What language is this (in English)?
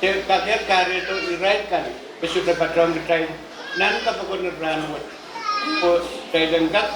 Pohnpeian